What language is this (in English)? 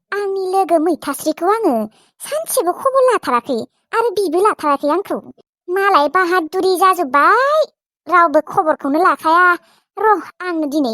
Bodo